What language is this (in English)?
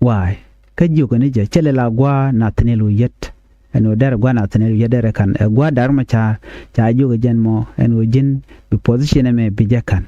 Nuer